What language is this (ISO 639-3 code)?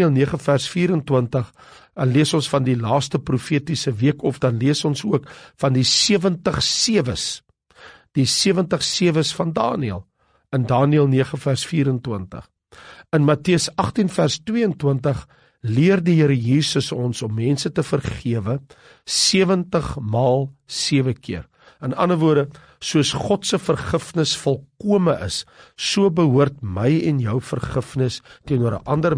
afr